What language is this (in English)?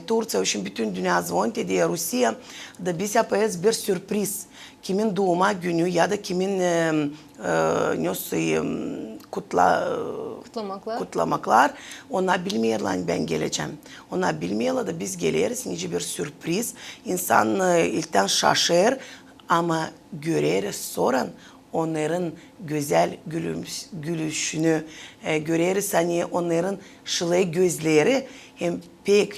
Gagauz